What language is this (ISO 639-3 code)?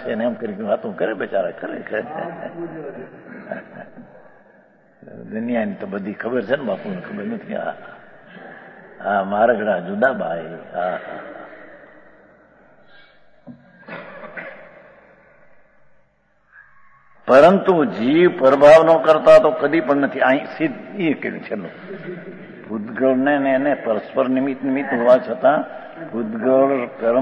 guj